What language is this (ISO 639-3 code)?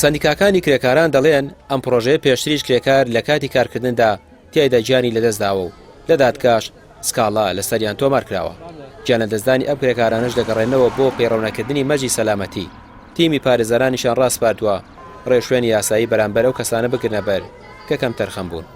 ckb